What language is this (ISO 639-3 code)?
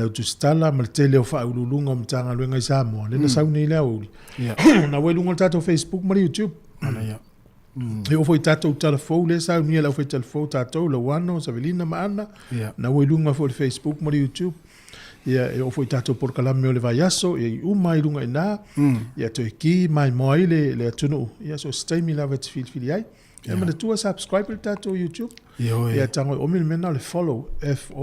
smo